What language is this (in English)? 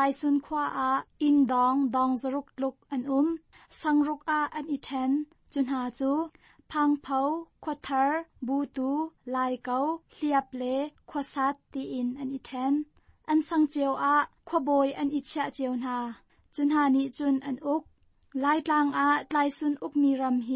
Hakha Chin